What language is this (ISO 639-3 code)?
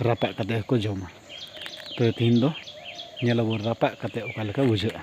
sat